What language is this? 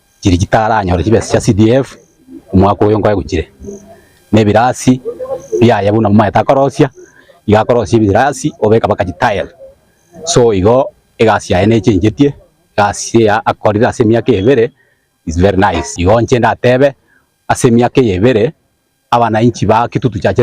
Gusii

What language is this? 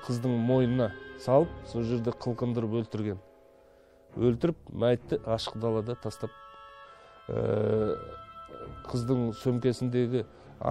Kyrgyz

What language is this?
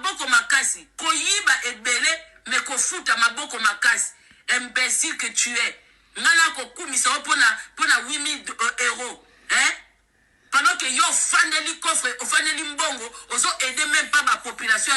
Lingala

